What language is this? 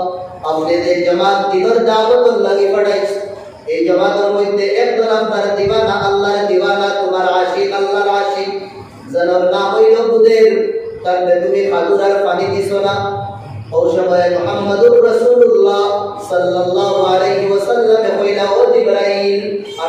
Sylheti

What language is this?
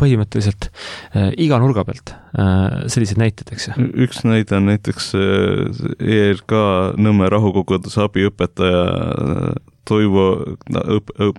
Estonian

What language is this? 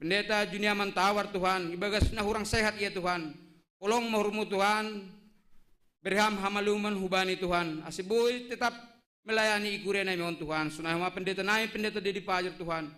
Batak Simalungun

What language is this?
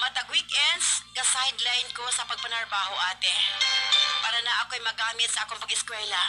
Cebuano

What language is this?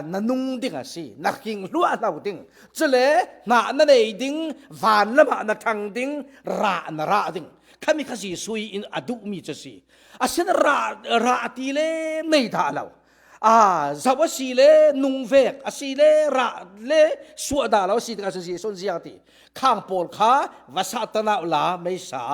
Falam Chin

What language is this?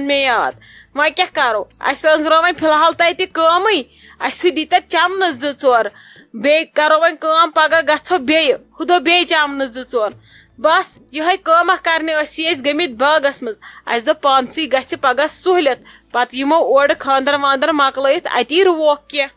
Kashmiri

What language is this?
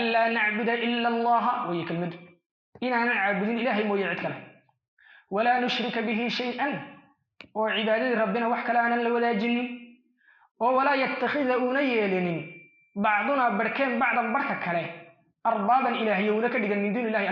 Somali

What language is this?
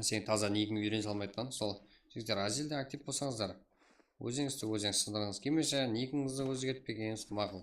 Kara-Kalpak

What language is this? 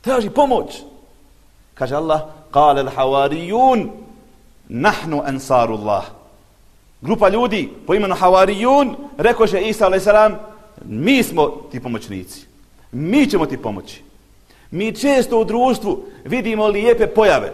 Bosnian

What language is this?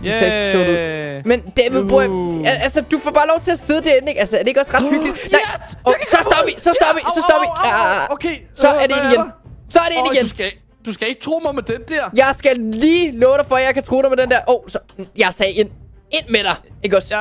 Danish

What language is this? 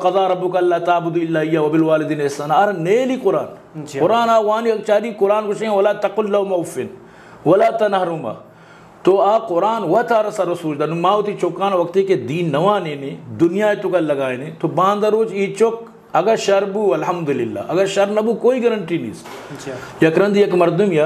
Eastern Balochi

